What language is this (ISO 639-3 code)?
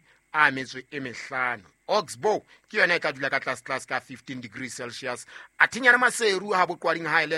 sot